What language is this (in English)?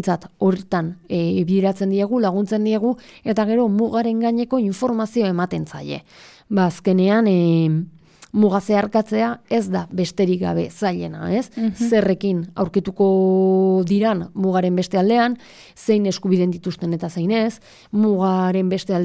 Basque